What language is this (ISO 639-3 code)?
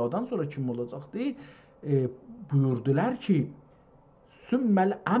azb